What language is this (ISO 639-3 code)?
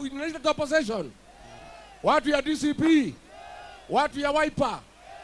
swa